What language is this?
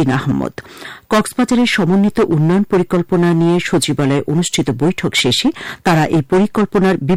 Bangla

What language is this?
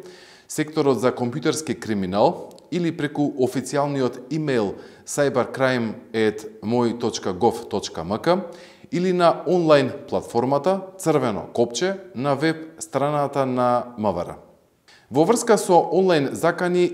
Macedonian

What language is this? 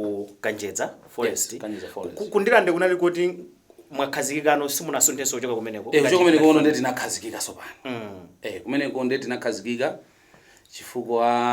Nyanja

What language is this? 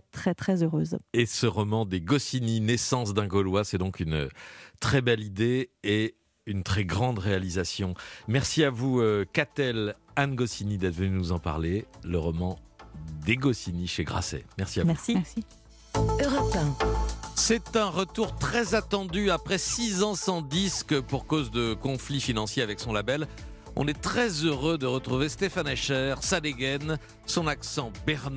French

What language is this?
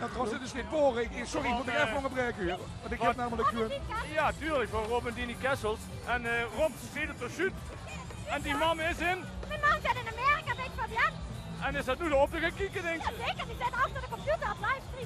Limburgish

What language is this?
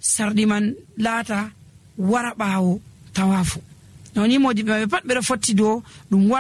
Nigerian Fulfulde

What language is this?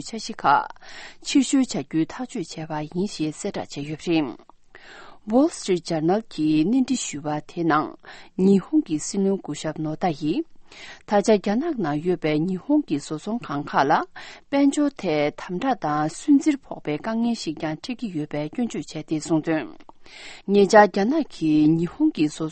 Tibetan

